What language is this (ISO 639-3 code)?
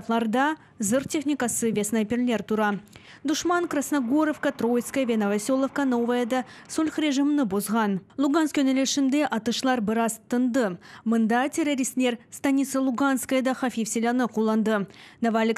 crh